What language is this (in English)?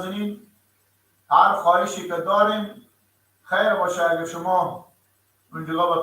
Persian